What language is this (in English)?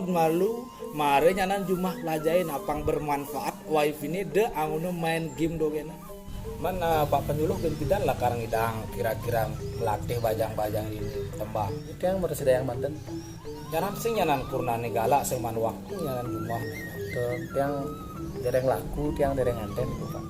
Balinese